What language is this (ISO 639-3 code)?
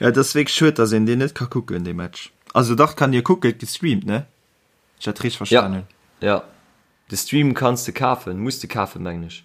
ltz